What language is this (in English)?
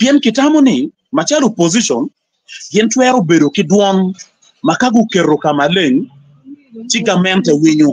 Acoli